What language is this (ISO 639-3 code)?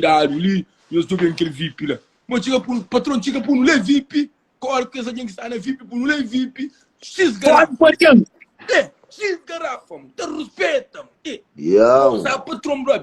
kea